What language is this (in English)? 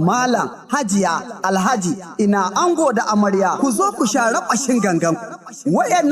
Hausa